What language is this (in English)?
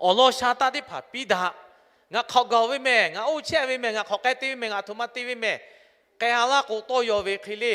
Lahu